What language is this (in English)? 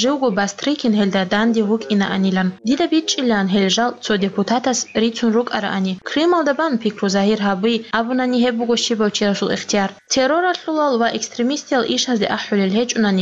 Avaric